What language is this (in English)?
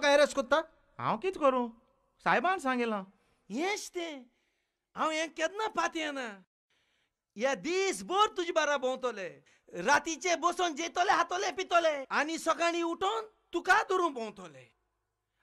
Konkani